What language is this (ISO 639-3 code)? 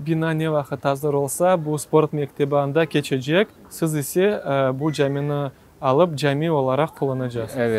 crh